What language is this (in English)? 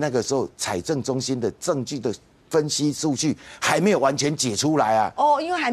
Chinese